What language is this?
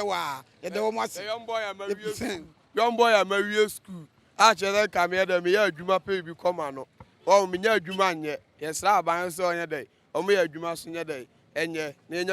Akan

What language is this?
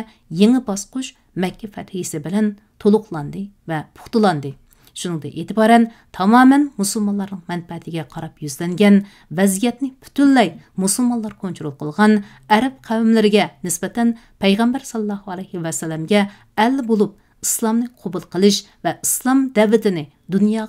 Uyghur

